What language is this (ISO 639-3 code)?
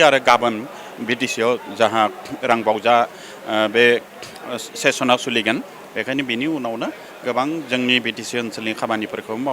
brx